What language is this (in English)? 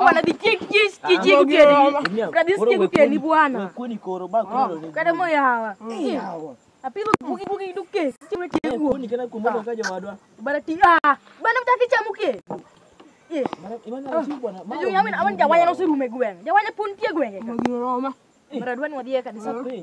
Luo (Kenya and Tanzania)